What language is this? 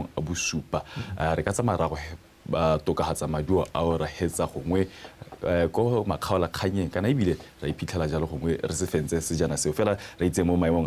Tswana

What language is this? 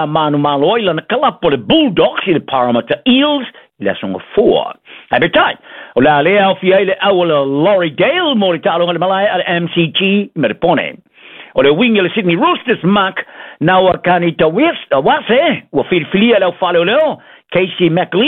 Samoan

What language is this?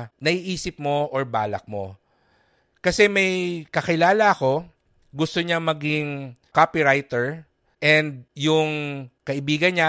Filipino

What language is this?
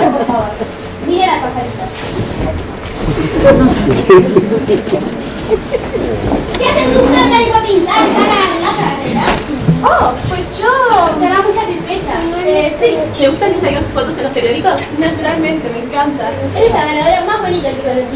Spanish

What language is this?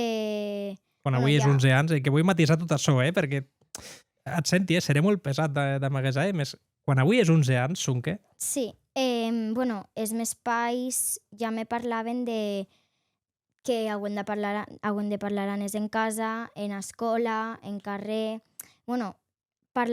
Occitan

